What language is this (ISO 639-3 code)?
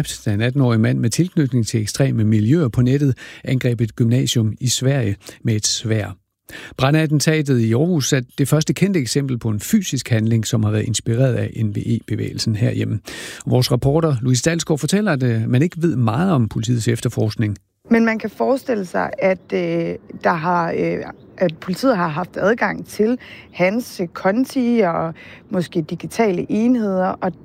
dan